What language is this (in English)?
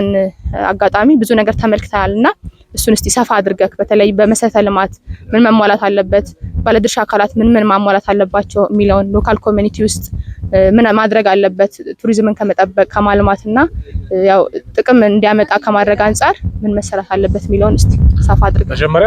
Amharic